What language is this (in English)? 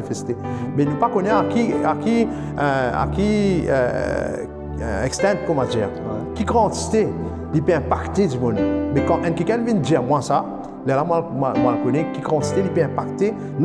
Morisyen